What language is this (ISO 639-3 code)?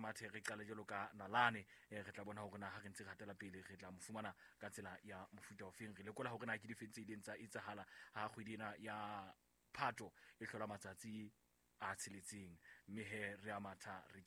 sot